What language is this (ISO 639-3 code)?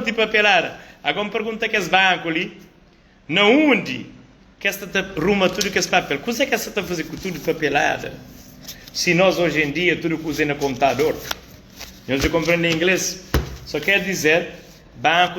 kea